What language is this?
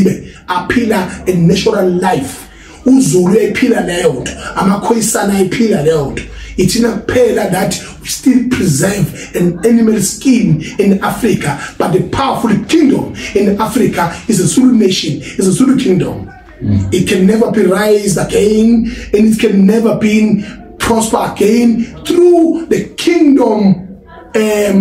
Zulu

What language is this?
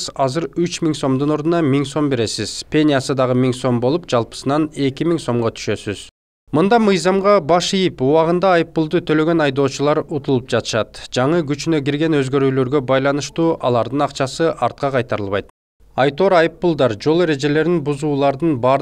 Kyrgyz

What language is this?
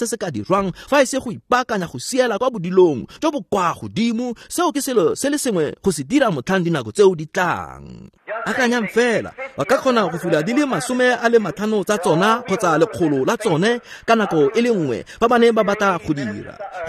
Tswana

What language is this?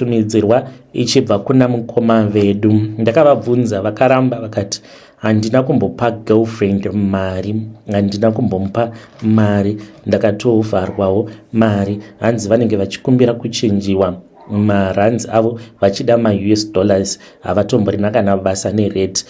Shona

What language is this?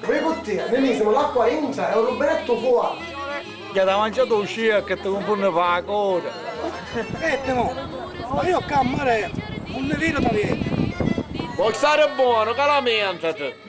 Sicilian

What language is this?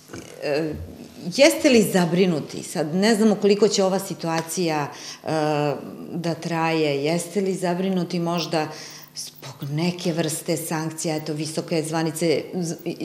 Serbian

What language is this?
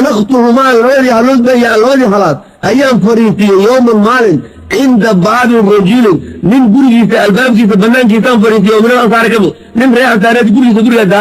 Somali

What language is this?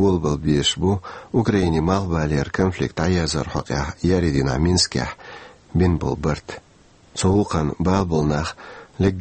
Chechen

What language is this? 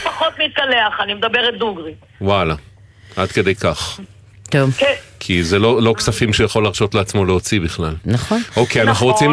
Hebrew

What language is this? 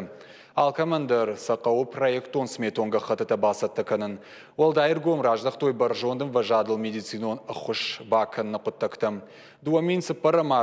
Ossetic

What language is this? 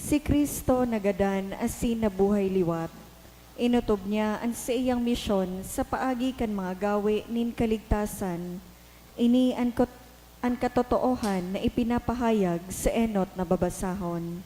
Bikol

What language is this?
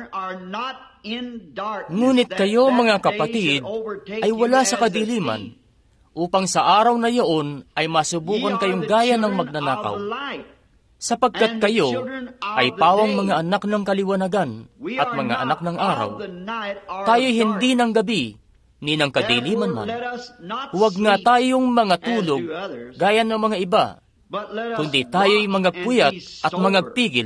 Filipino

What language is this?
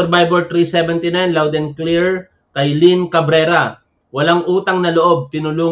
Filipino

